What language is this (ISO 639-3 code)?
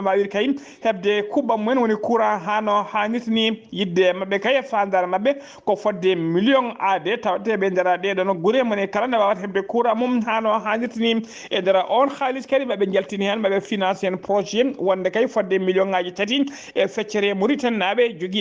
ful